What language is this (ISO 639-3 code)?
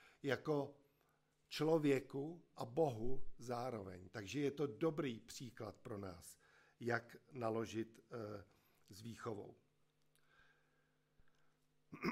ces